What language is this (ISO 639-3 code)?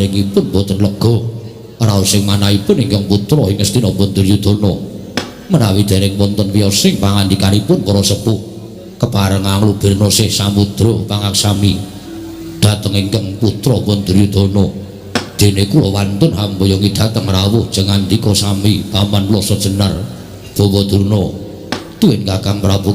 jav